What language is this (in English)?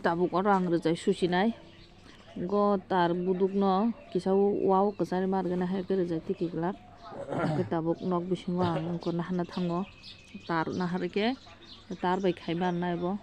Kok Borok